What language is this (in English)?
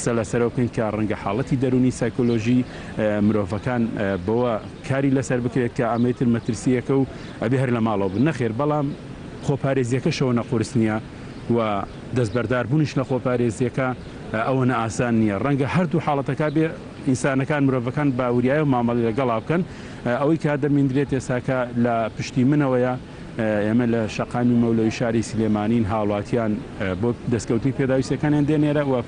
Central Kurdish